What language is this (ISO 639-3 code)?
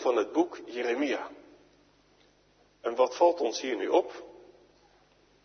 nld